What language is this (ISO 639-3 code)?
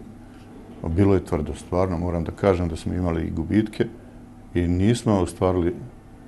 bos